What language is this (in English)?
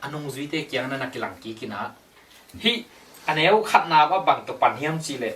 Tedim Chin